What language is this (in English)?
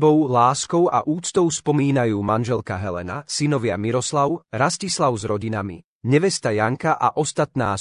Slovak